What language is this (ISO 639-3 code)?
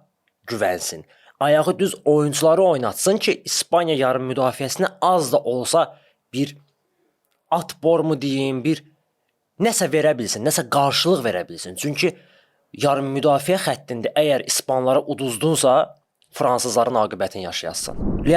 aze